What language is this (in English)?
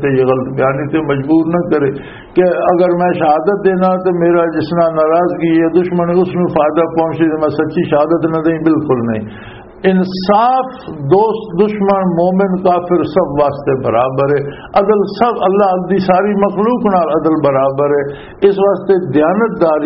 Western Panjabi